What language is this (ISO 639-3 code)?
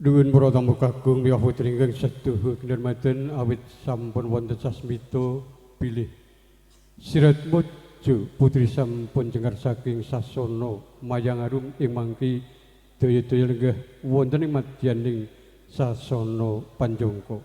jav